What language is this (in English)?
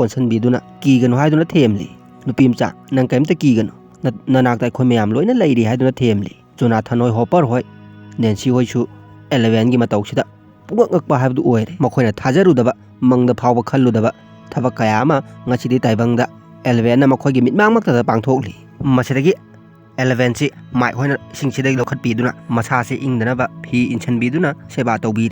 Manipuri